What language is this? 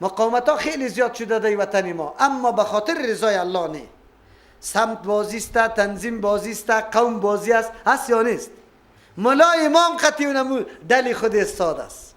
Persian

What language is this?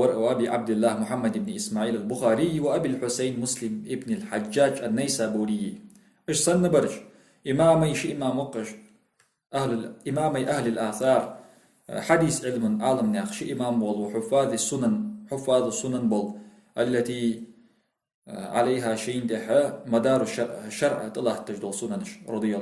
Ingush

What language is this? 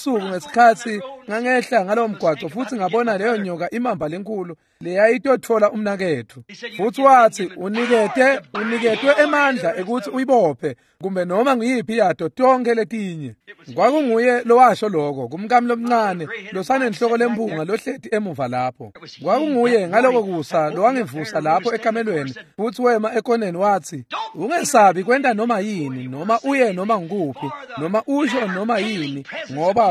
Swati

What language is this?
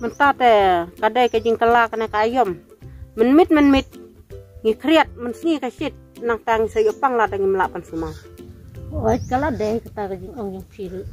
Khasi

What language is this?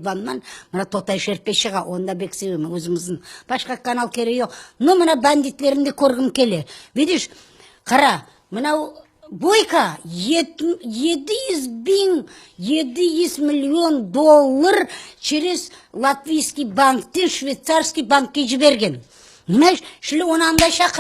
Crimean Tatar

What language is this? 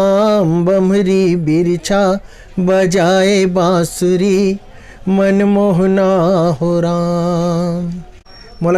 Chhattisgarhi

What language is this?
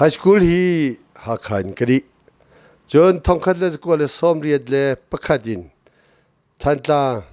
Hakha Chin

